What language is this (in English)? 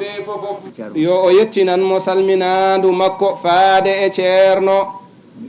Fula